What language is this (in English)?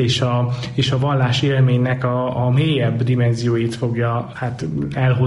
Hungarian